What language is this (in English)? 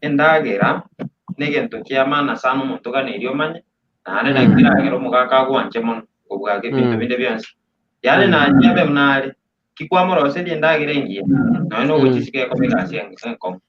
Gusii